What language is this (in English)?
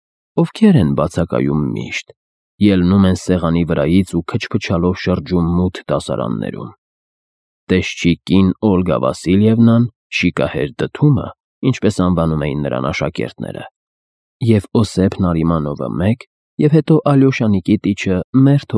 Armenian